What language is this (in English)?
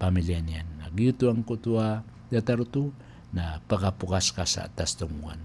Maranao